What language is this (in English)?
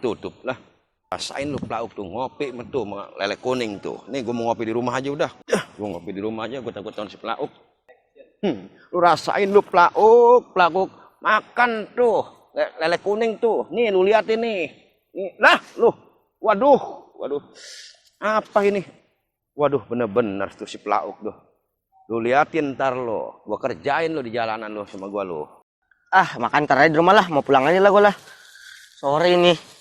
Betawi